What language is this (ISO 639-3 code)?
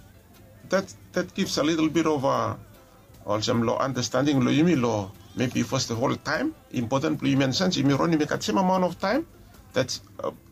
bis